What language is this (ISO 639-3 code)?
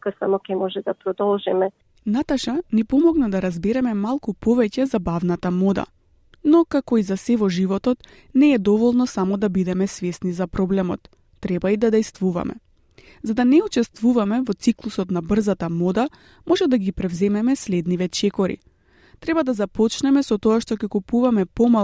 mkd